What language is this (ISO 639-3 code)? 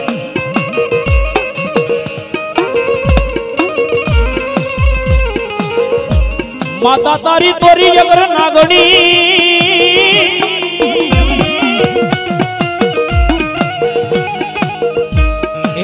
guj